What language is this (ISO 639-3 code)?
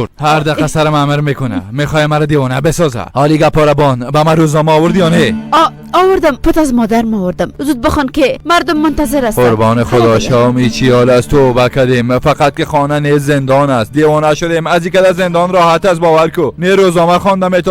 fas